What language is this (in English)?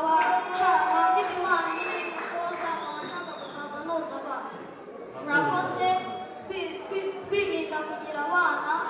Kinyarwanda